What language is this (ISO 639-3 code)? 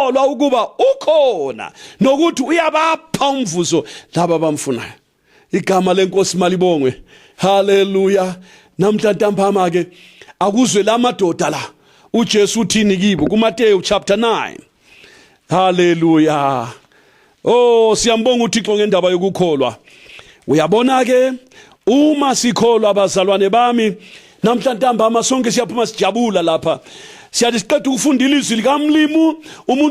nde